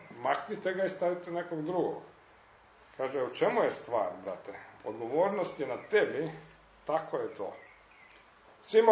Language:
Croatian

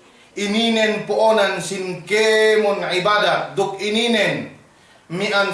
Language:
Yakan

